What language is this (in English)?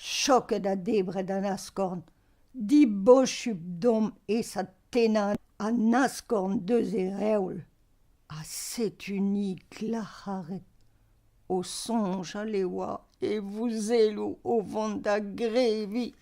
Breton